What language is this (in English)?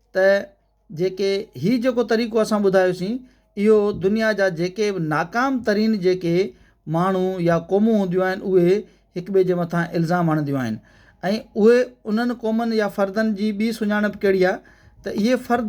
Sindhi